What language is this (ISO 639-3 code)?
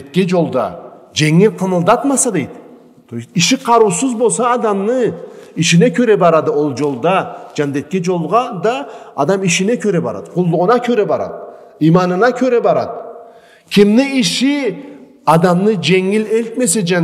krc